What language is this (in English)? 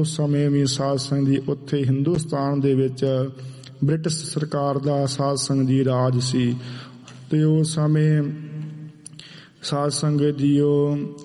Punjabi